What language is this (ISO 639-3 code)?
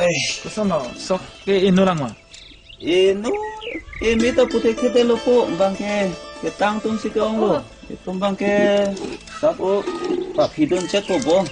mjw